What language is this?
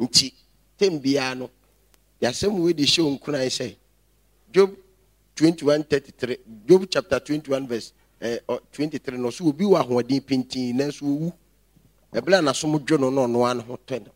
Akan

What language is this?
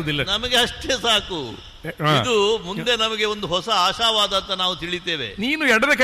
Kannada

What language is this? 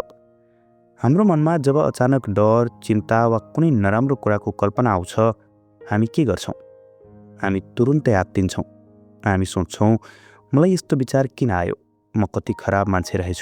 Nepali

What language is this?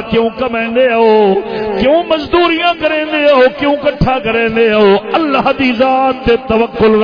Saraiki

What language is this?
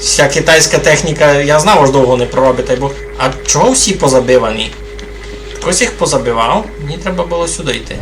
Rusyn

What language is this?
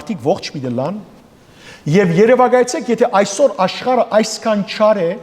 Western Armenian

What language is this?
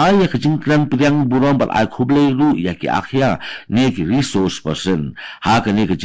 Khasi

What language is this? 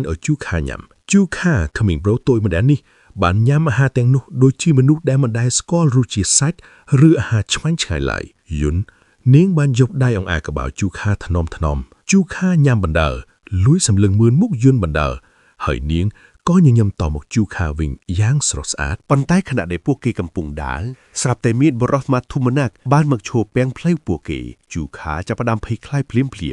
Khmer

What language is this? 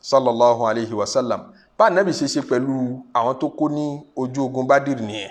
Yoruba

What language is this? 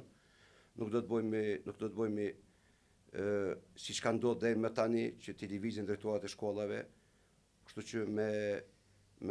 Albanian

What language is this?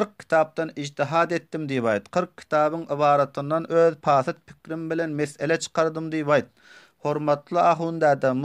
Turkmen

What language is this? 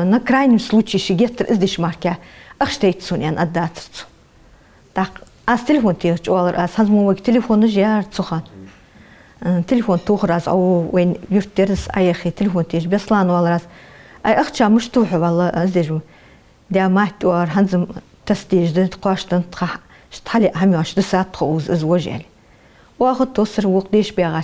Ingush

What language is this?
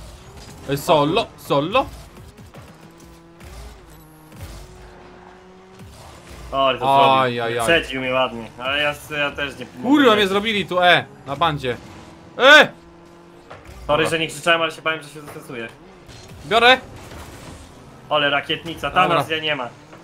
Polish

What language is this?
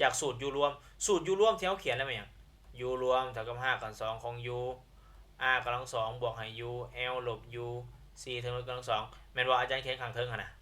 Lao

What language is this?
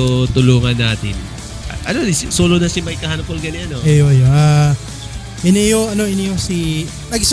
Bikol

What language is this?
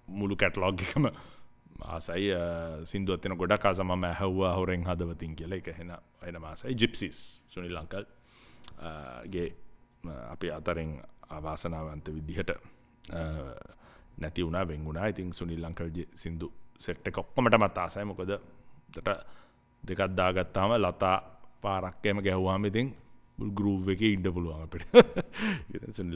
Sinhala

